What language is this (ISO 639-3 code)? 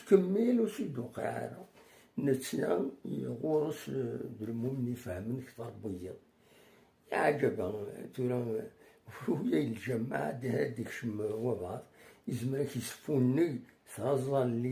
kab